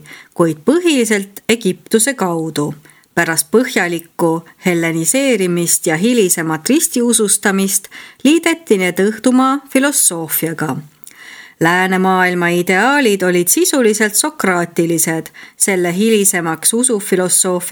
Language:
Estonian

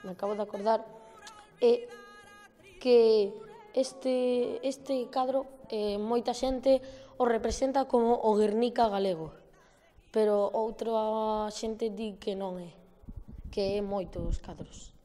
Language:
Galician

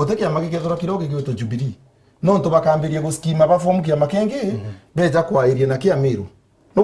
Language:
Meru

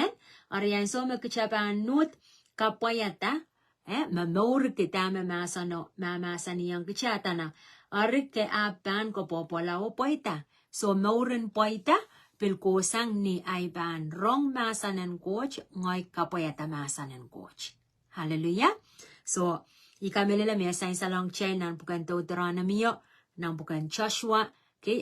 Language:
Pohnpeian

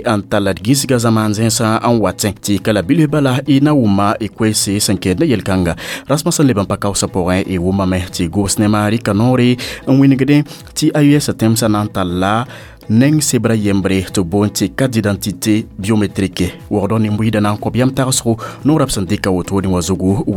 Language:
Mossi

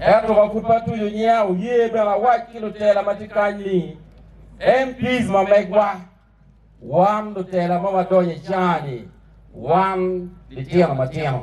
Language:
Acoli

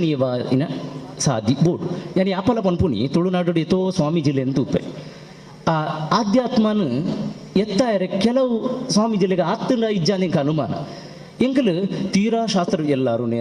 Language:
Tulu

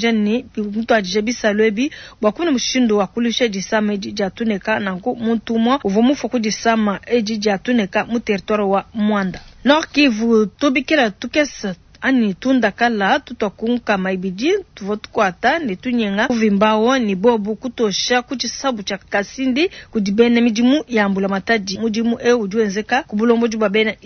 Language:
Luba-Lulua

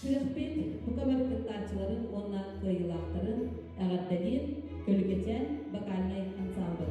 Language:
Yakut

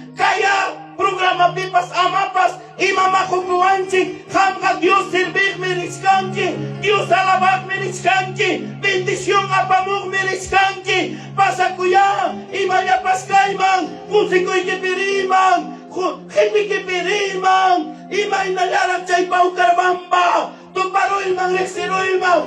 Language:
Ayacucho Quechua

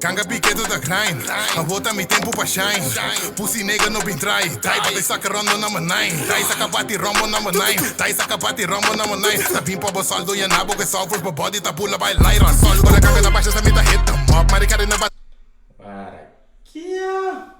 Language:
Papiamento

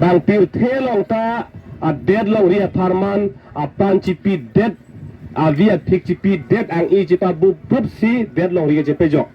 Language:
Karbi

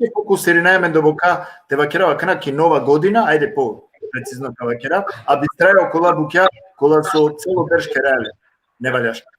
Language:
Balkan Romani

